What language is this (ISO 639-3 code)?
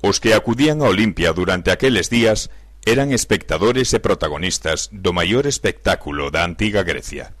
glg